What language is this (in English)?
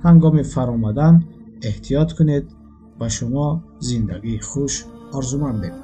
Tajik